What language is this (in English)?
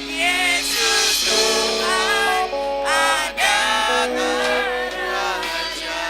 Iban